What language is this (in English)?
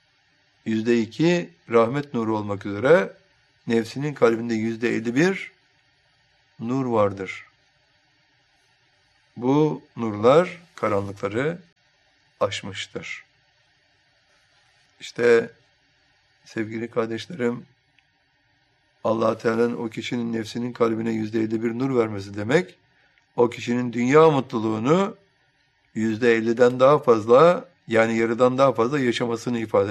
Turkish